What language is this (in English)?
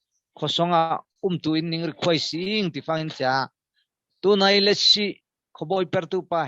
Falam Chin